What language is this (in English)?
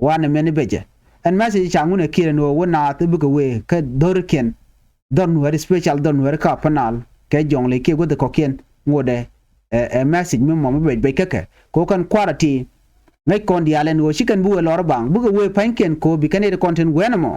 Nuer